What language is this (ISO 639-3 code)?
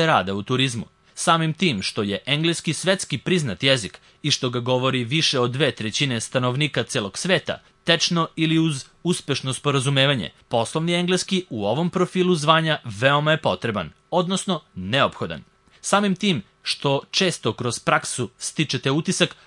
srp